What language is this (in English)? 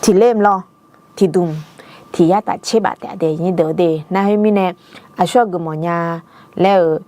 Akha